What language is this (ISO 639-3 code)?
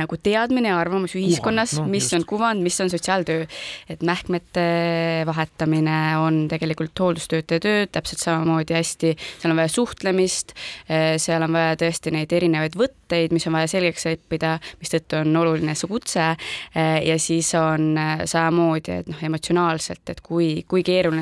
est